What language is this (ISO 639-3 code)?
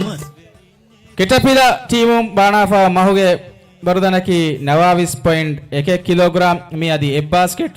div